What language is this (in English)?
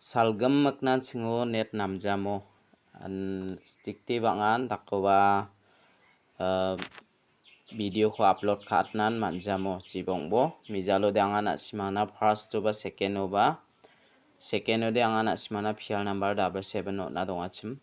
Garo